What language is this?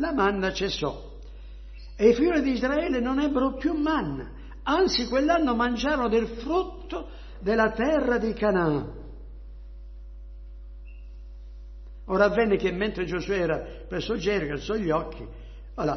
Italian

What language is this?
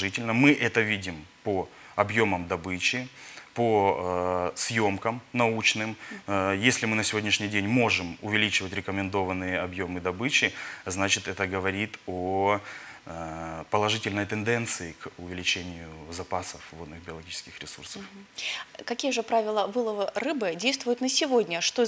Russian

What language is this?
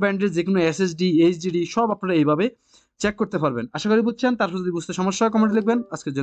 Bangla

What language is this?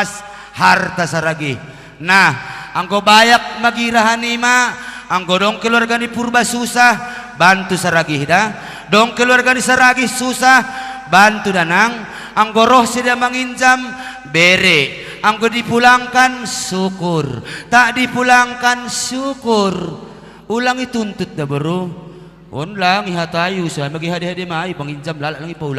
Batak Simalungun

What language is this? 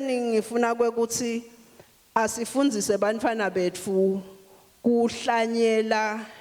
Swati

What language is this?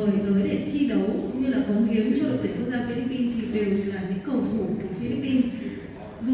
Vietnamese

